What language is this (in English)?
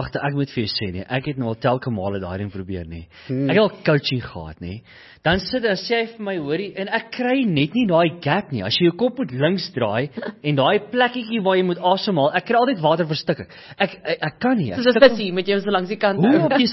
Afrikaans